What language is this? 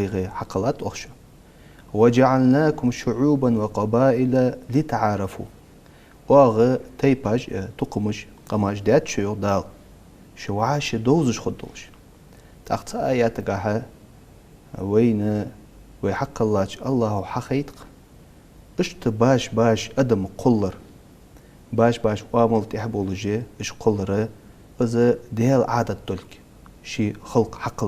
Ingush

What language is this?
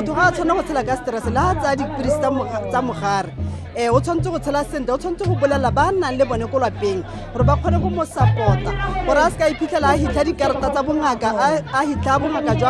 Tswana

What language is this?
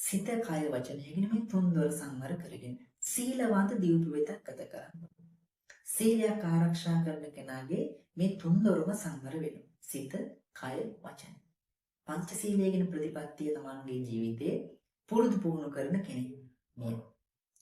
Sinhala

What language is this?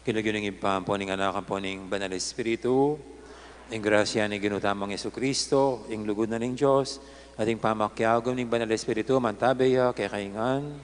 Pampanga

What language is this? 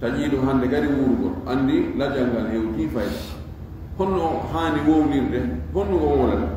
Fula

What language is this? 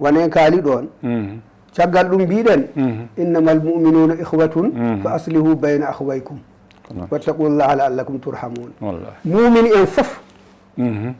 Fula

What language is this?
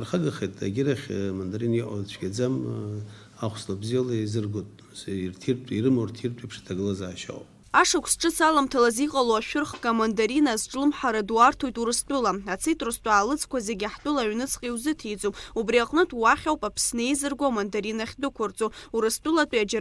Abkhazian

